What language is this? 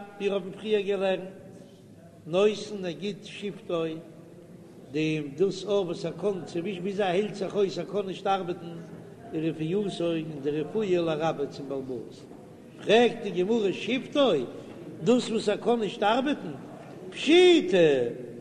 Yiddish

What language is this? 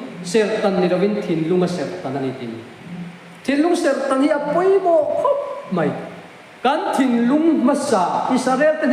Mizo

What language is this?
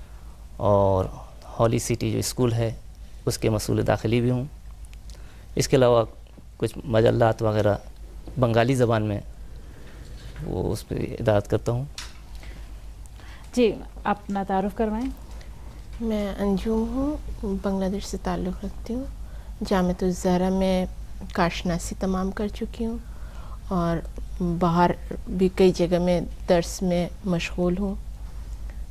Urdu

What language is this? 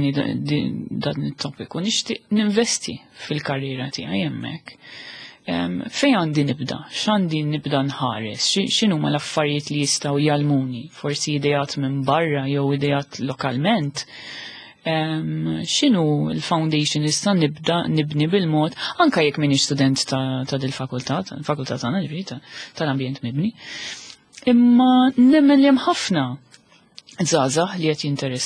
Maltese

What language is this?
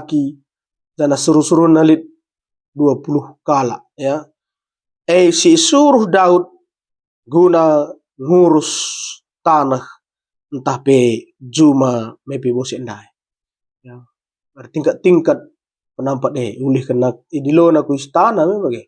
Batak Karo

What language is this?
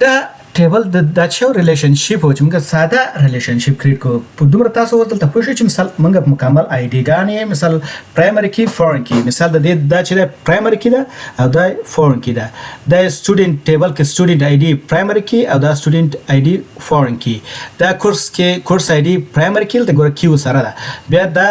Pashto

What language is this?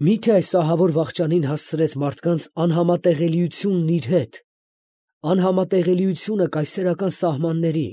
Armenian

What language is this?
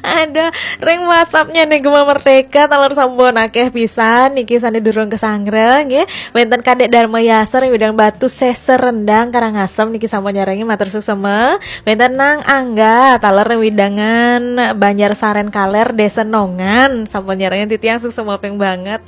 Balinese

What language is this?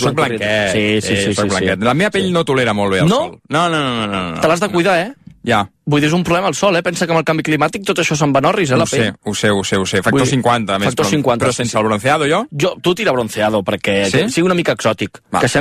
Catalan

